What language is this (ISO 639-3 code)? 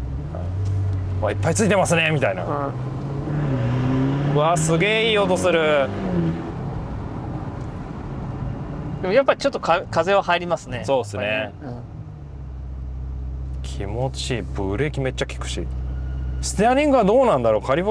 jpn